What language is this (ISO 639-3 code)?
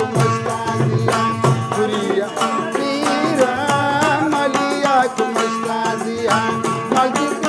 brh